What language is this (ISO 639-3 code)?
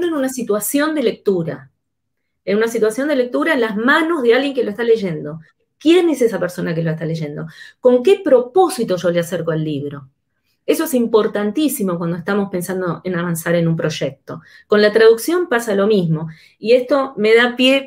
spa